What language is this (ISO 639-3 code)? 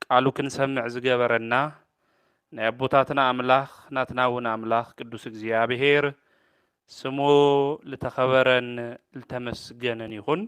tir